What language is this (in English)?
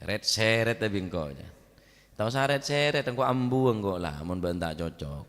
Madurese